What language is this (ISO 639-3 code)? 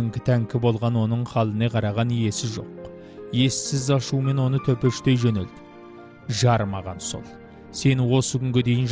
kaz